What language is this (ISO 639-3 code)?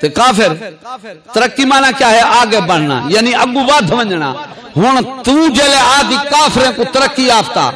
skr